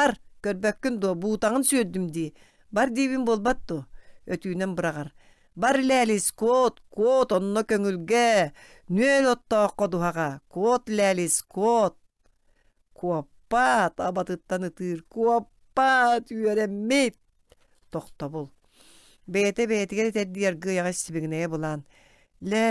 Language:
Yakut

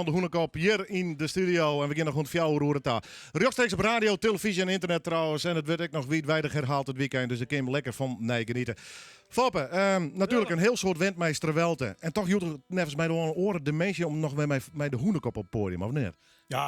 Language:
Western Frisian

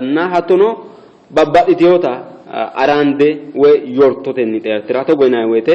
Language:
Sidamo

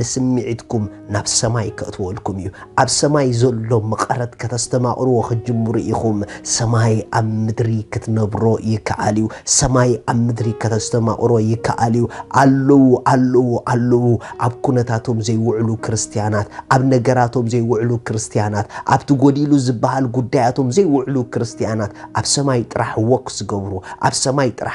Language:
Tigrinya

